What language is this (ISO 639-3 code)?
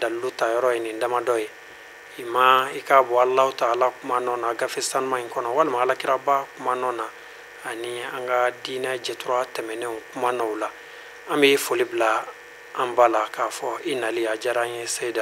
bam